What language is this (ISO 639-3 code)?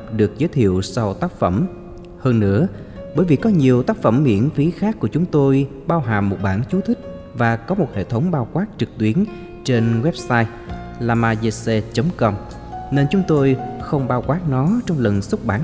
vie